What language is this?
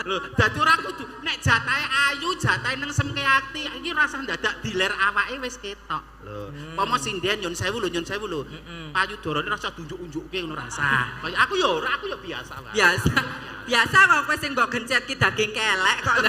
Javanese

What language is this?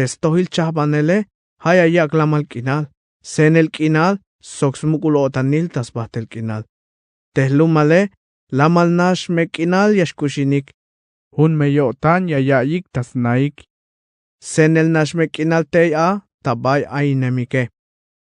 Tzeltal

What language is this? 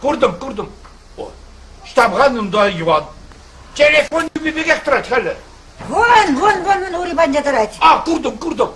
Chuvash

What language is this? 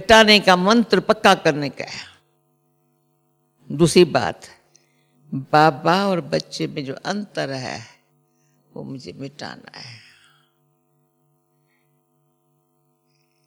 Hindi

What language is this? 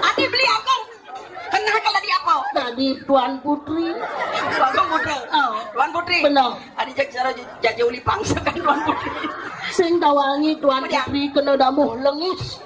Balinese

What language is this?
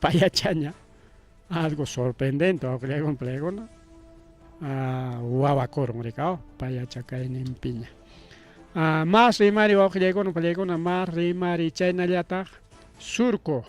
Ayacucho Quechua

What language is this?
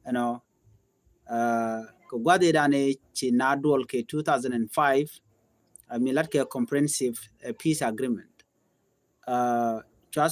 Nuer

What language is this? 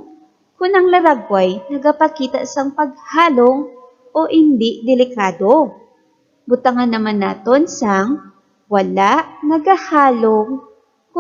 Hiligaynon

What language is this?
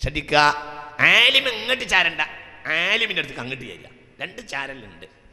Malayalam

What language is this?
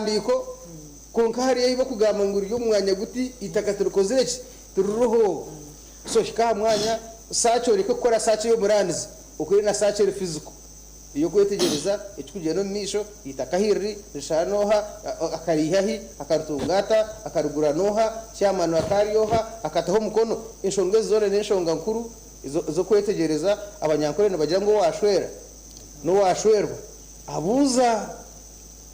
Nyankole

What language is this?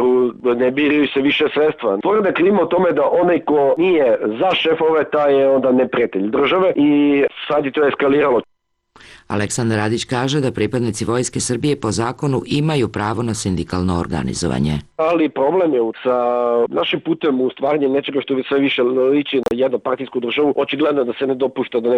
Serbian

